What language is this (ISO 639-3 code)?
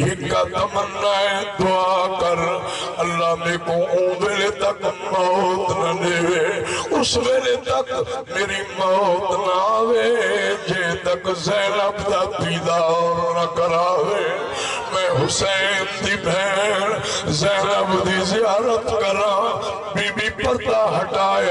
skr